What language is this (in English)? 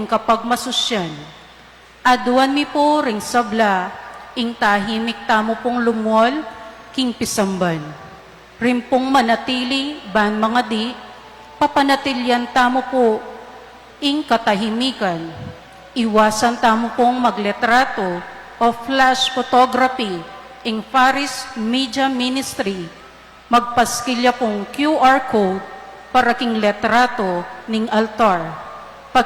Pampanga